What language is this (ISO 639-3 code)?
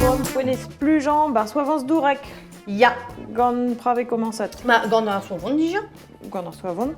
bre